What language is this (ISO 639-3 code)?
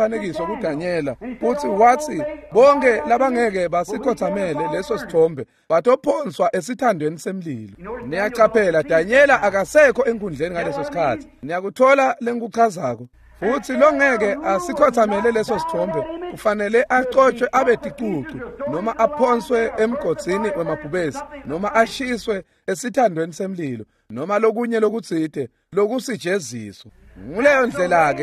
ssw